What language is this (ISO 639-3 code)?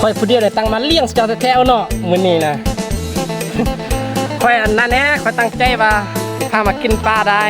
lao